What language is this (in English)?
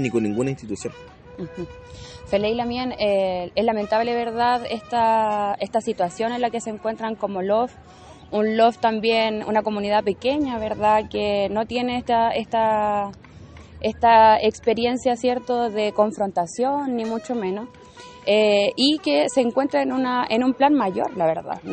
Mapuche